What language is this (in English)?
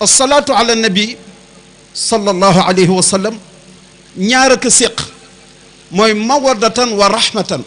Wolof